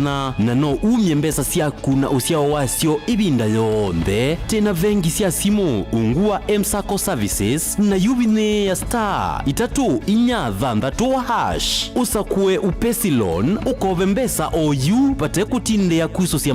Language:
Kamba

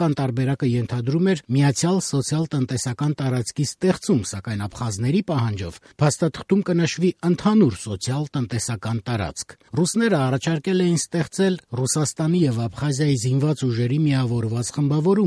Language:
Armenian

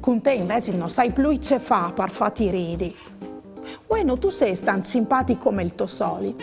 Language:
Friulian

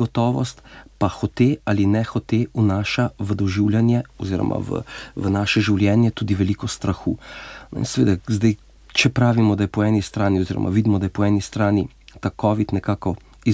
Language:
Slovenian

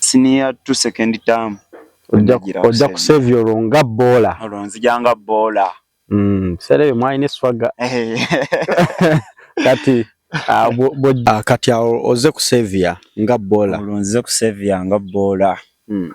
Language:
Ganda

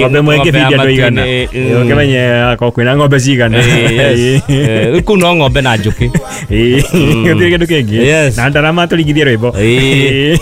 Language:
Kikuyu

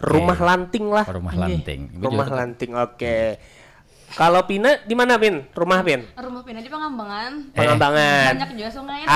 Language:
Banjar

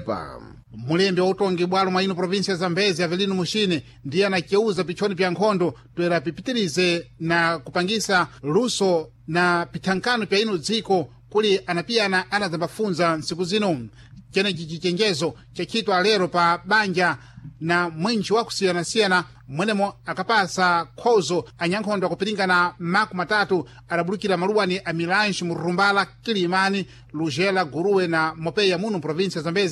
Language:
Sena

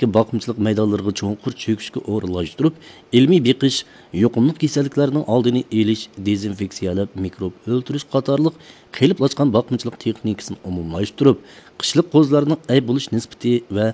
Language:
Uyghur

